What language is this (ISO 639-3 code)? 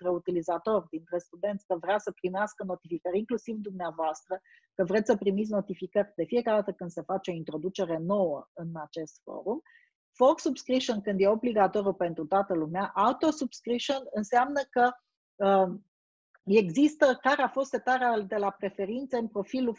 ron